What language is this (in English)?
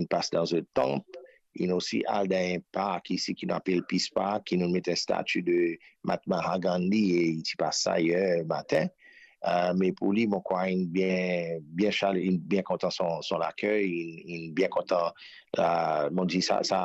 Morisyen